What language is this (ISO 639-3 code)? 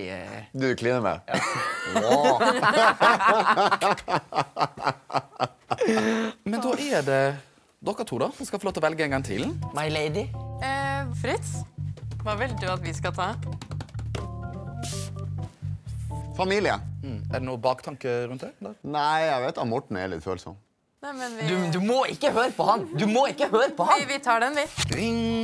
nor